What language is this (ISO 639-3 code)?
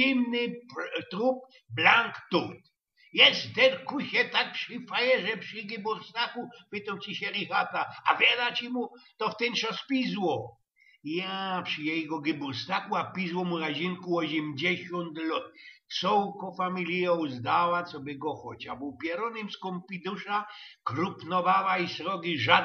szl